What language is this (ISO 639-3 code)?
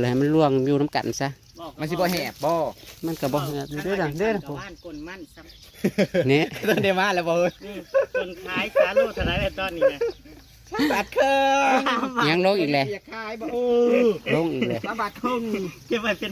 tts